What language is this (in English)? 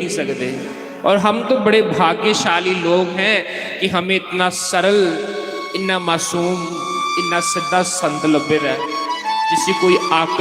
Dogri